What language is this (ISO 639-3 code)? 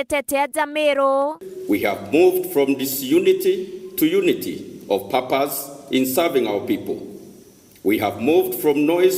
mer